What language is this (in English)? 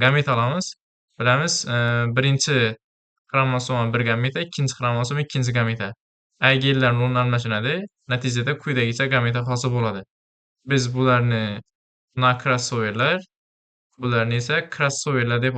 Uzbek